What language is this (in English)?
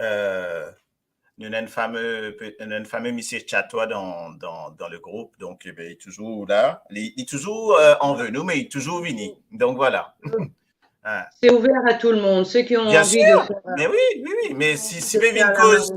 Morisyen